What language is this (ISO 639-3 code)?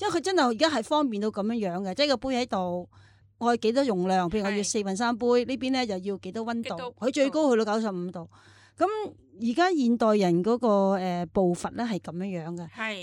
yue